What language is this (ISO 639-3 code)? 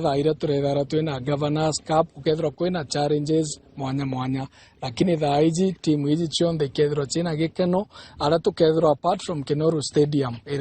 mer